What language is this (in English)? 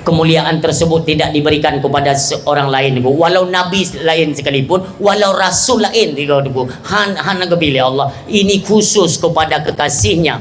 Achinese